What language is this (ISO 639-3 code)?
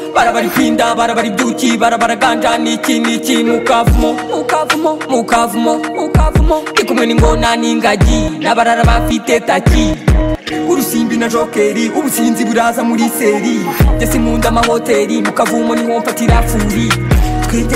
kin